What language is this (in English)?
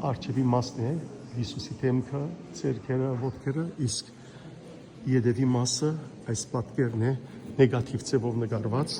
Western Armenian